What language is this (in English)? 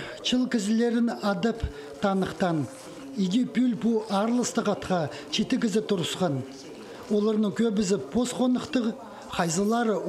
Khakas